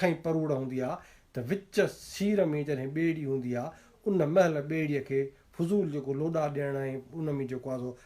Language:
Sindhi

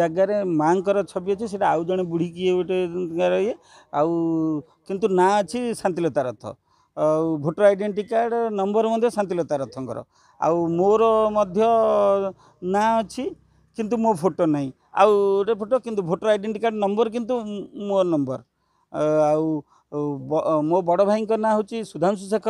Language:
Odia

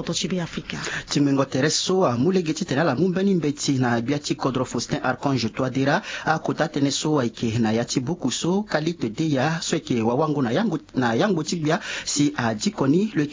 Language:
Sango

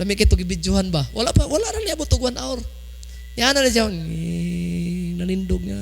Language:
Cebuano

